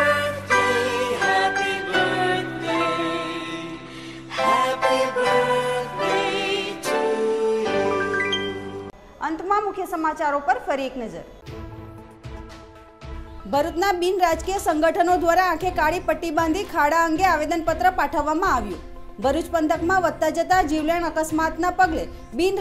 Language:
Gujarati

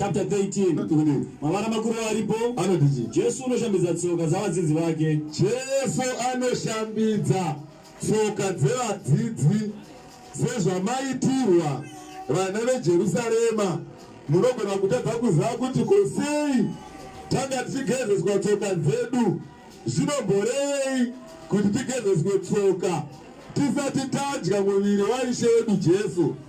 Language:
Shona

